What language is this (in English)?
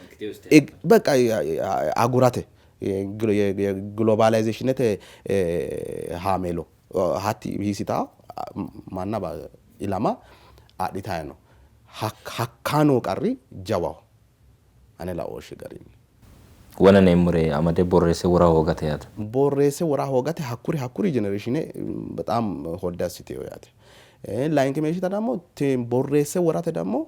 Sidamo